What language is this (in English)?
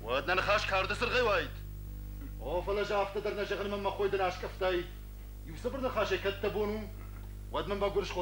Ossetic